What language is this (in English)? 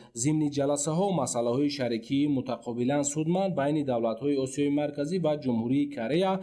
Tajik